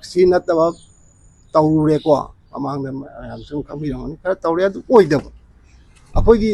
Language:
Manipuri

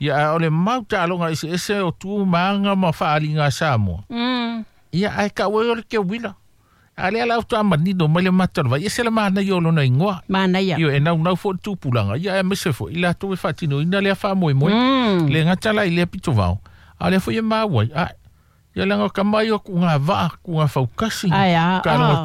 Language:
Samoan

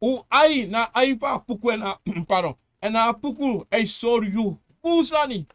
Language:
Sranan Tongo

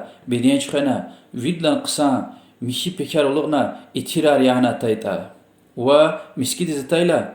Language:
Lezghian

